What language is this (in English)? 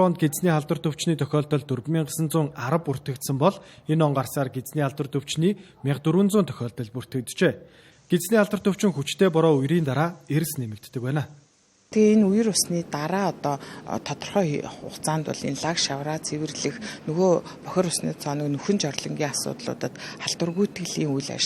Mongolian